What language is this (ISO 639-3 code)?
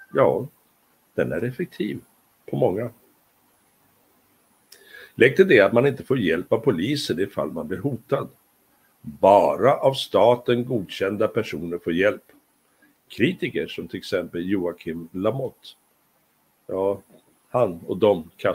swe